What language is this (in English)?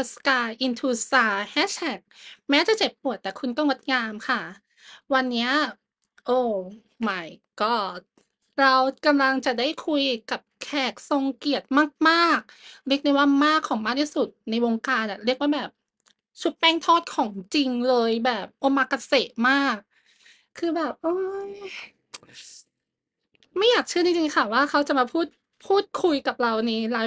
Thai